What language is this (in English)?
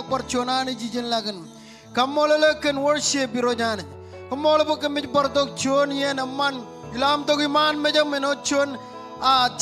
Marshallese